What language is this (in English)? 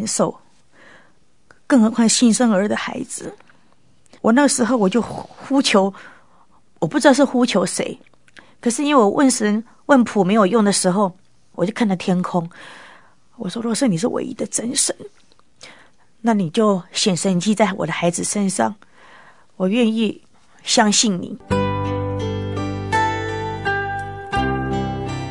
Chinese